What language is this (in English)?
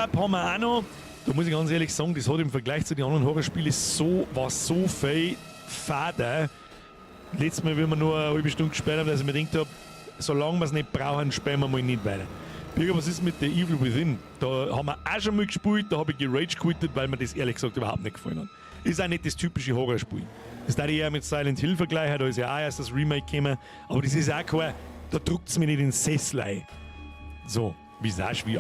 Bavarian